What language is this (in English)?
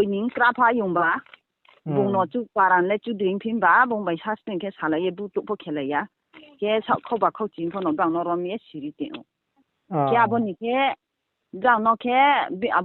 Riang (India)